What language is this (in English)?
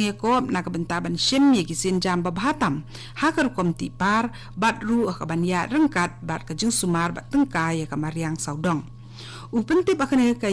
Khasi